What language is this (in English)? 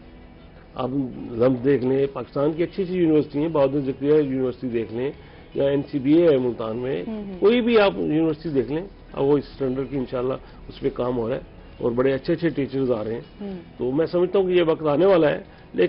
Urdu